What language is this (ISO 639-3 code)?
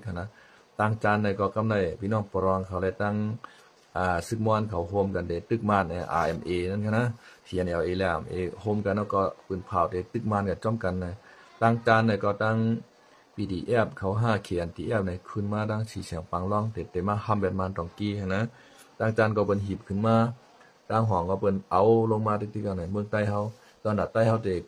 shn